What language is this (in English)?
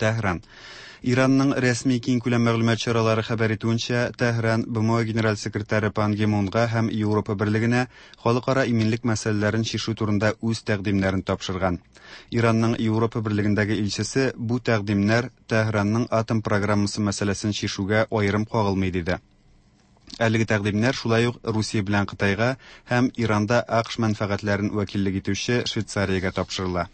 Tatar